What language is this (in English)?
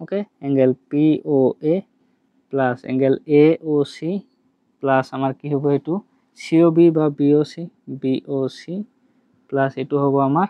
Assamese